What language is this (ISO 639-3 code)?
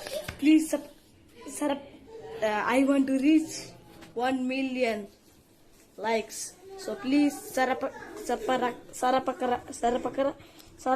gsw